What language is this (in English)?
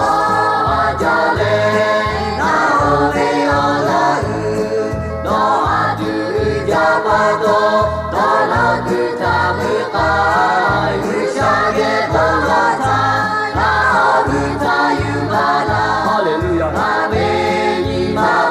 Lahu